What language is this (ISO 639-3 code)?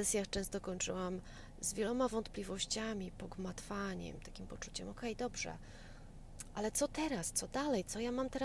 pol